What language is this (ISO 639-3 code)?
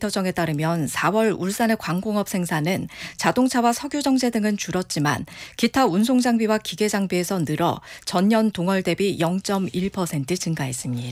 kor